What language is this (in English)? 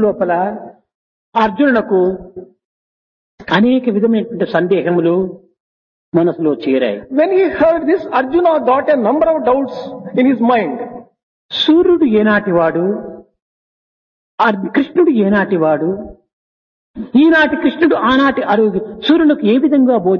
Telugu